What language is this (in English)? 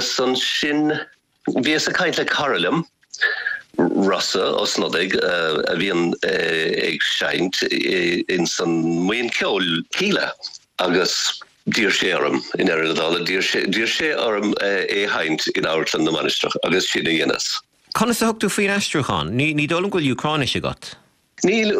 Irish